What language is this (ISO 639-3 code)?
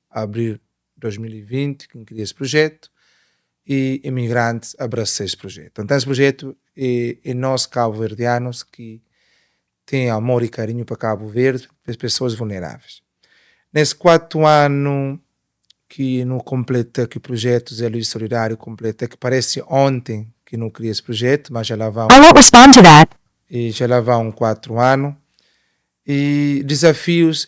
kea